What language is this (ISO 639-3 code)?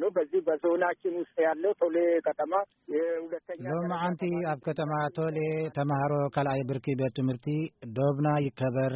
tir